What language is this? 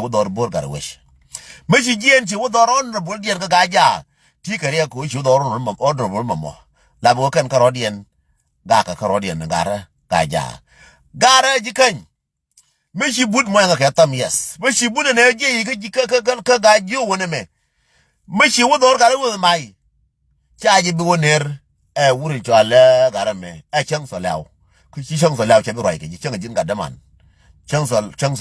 Nuer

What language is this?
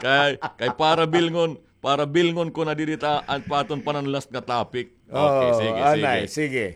Waray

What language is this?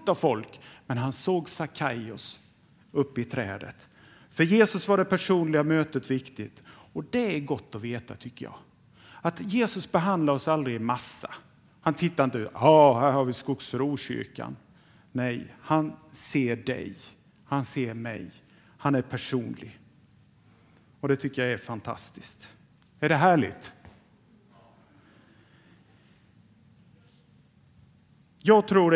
Swedish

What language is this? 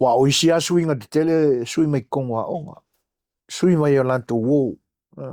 Samoan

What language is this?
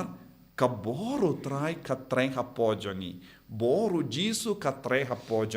Khasi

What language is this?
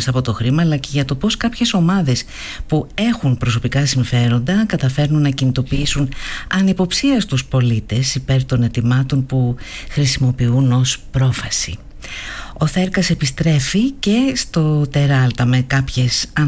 Greek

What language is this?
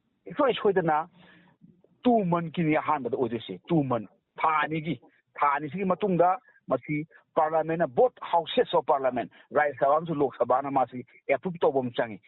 Manipuri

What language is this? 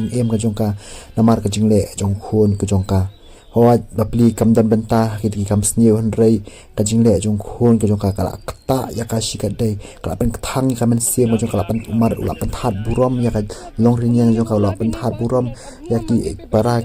Khasi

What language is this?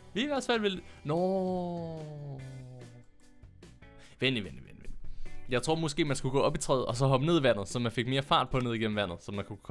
Danish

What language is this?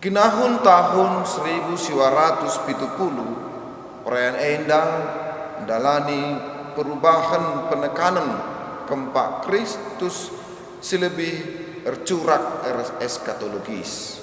Batak Karo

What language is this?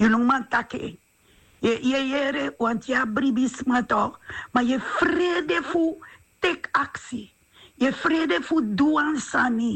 Sranan Tongo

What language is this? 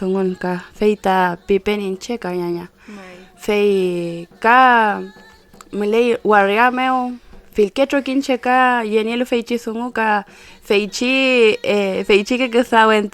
Mapuche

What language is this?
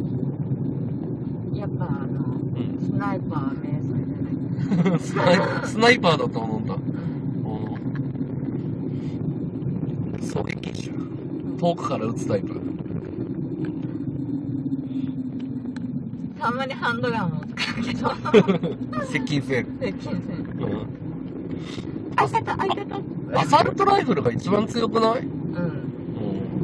Japanese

